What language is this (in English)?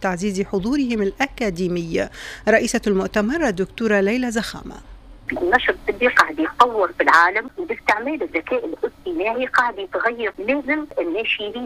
Tunisian Arabic